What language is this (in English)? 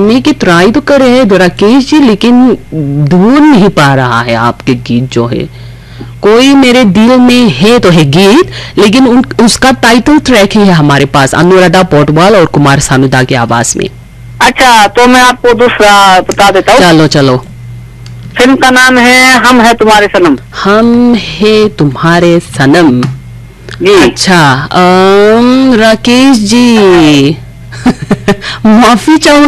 Hindi